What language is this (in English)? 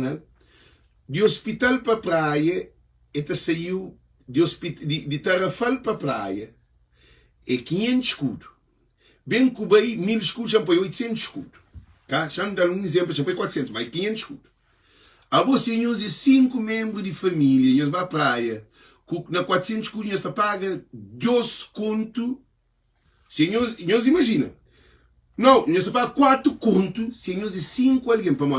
Kabuverdianu